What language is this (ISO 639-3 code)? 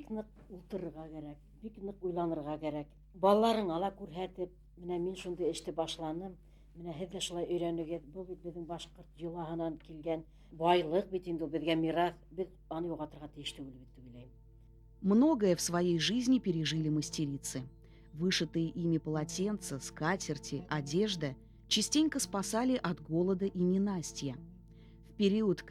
bak